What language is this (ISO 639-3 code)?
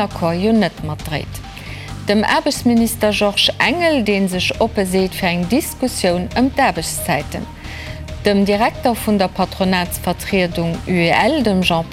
ltz